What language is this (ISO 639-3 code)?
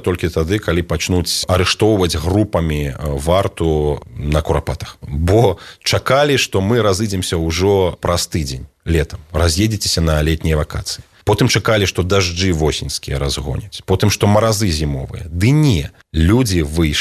bel